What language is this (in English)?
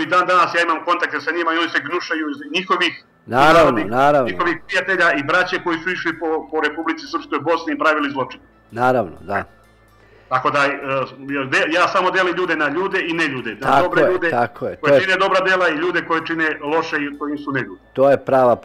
Serbian